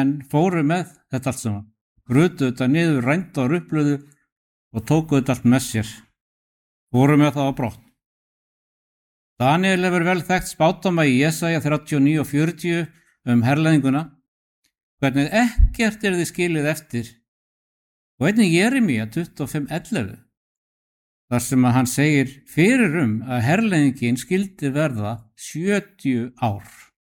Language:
Icelandic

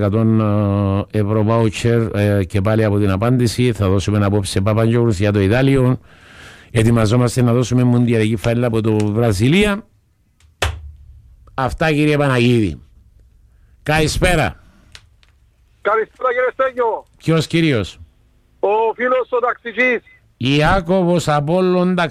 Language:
Greek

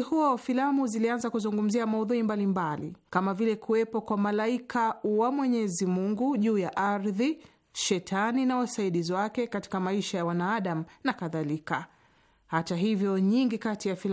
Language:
Swahili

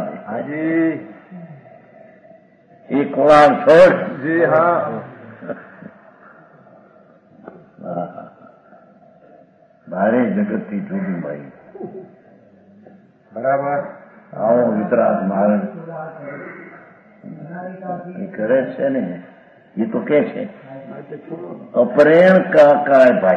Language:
Gujarati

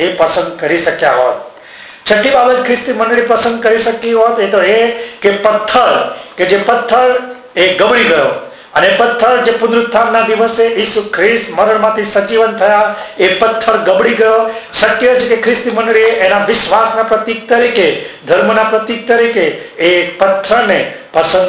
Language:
Gujarati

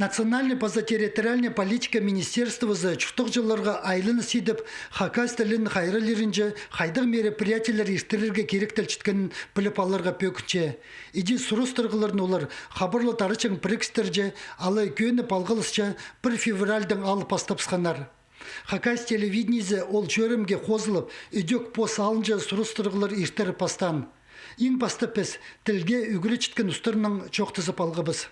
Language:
Khakas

